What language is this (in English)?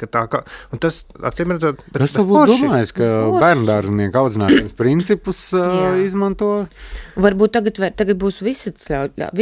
Latvian